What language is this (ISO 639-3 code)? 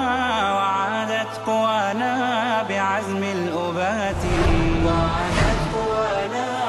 bos